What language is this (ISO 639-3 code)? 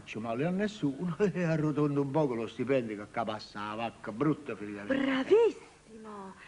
nap